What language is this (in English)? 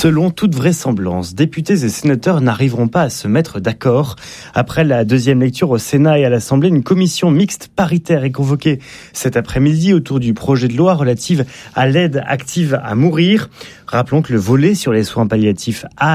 French